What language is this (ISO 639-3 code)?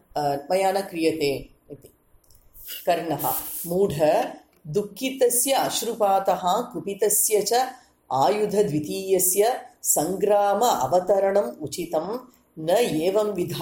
san